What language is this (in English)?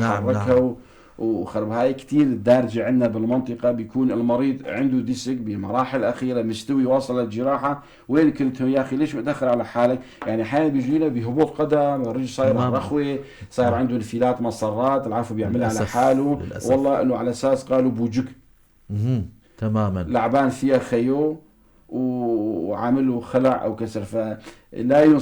North Levantine Arabic